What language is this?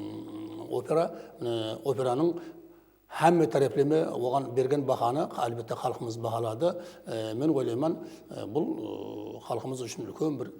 Kara-Kalpak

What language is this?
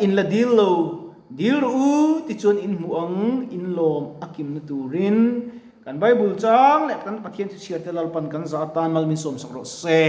Mizo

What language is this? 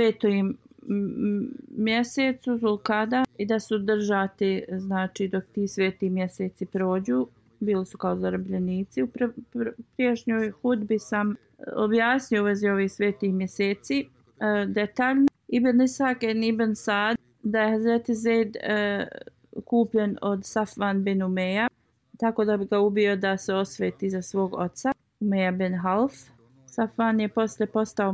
Bosnian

